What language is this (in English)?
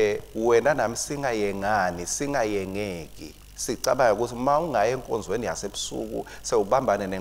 Swati